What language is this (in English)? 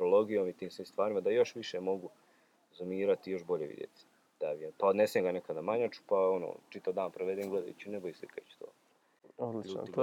Serbian